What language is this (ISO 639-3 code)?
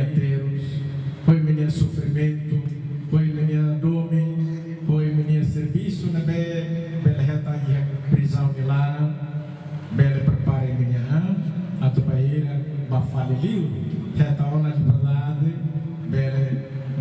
tet